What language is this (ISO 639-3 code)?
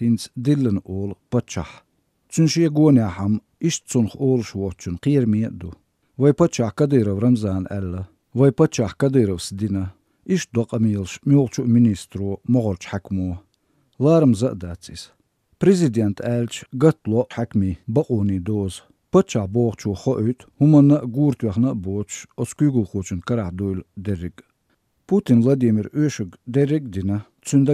che